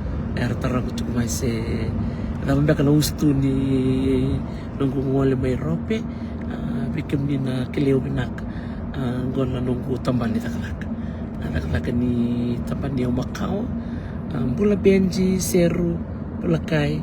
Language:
Fijian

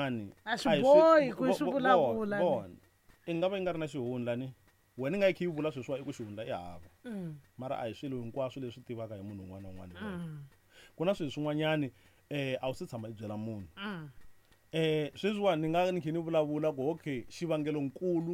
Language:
Tsonga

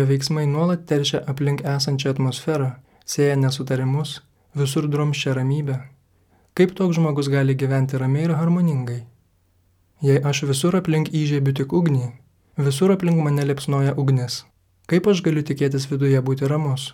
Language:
Lithuanian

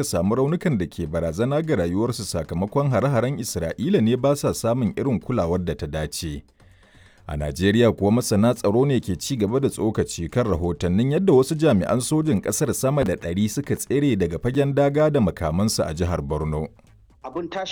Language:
Hausa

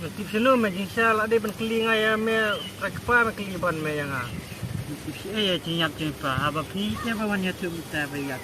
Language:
Khasi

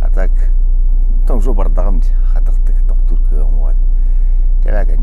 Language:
Yakut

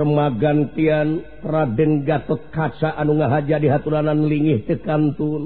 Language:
Sundanese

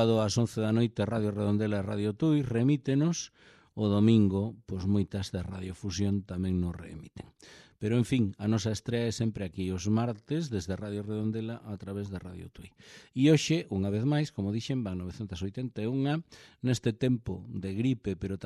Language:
Galician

